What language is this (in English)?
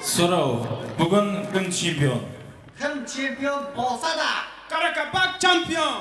Kara-Kalpak